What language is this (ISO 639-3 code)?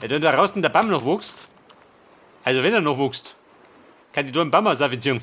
bar